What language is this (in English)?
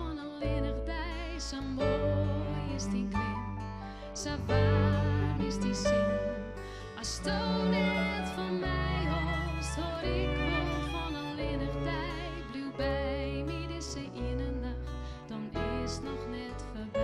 Western Frisian